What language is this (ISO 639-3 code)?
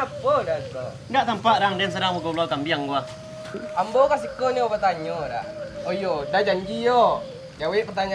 min